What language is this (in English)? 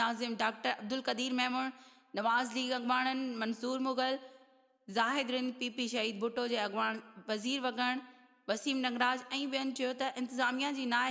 Sindhi